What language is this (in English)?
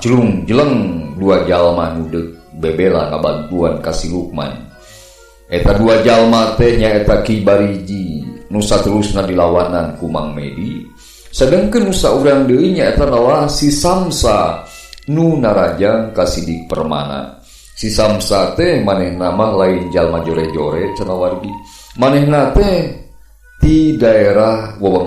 Sundanese